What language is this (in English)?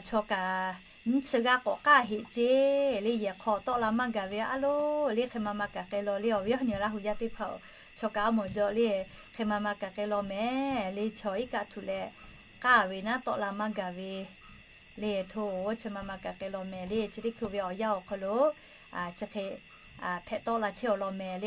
Lahu